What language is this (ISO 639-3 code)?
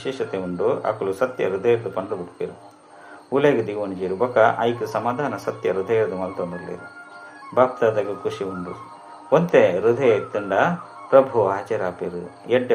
tcy